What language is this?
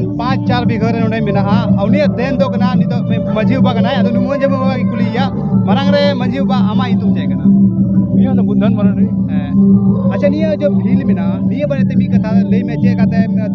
Santali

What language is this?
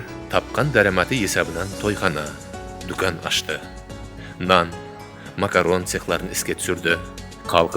Kara-Kalpak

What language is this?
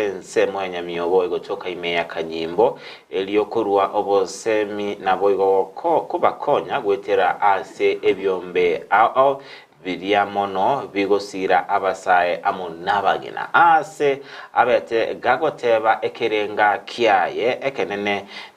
Gusii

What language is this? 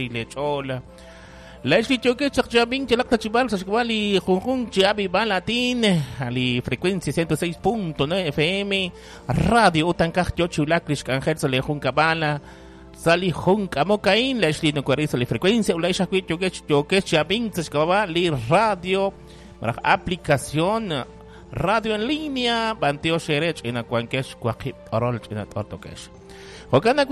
Kekchí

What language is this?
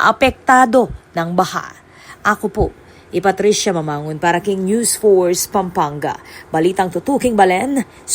Pampanga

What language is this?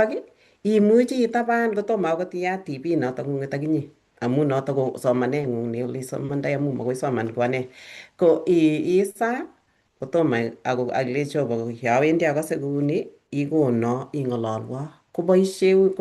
Kalenjin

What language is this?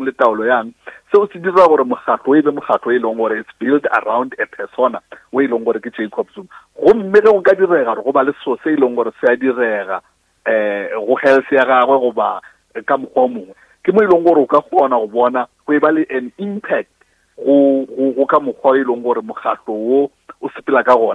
Northern Sotho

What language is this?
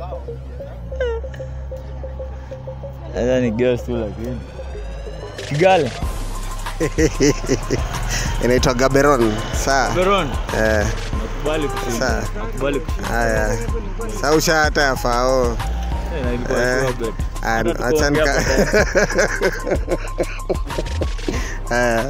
Swahili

